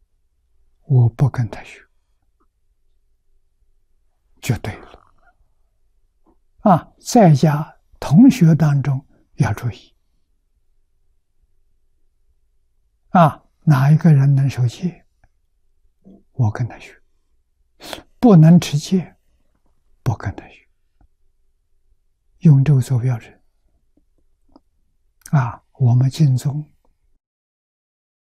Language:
Chinese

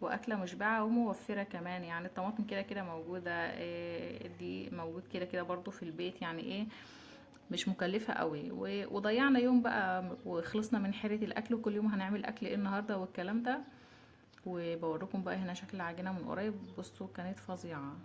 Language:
Egyptian Arabic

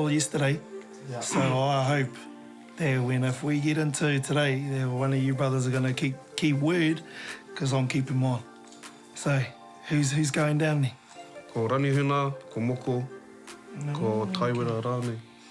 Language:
Māori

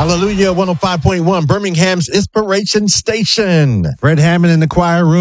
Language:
English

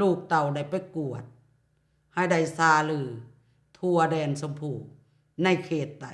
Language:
Lao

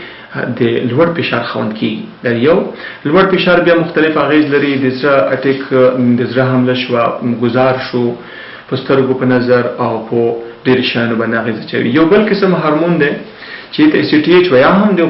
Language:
Pashto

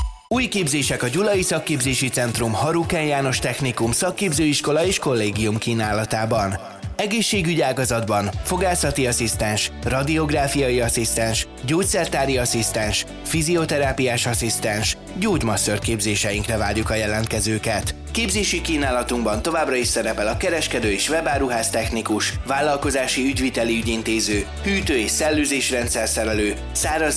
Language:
Hungarian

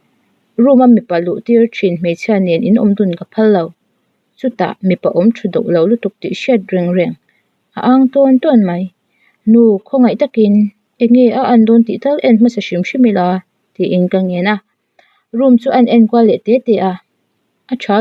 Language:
Mizo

